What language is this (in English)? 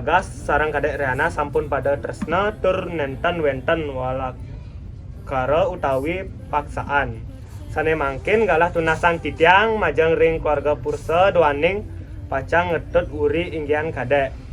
Balinese